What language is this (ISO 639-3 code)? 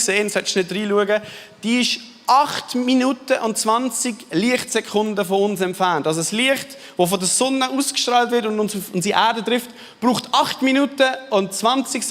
gsw